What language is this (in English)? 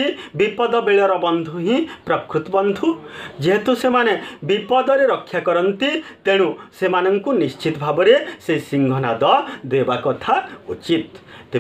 Odia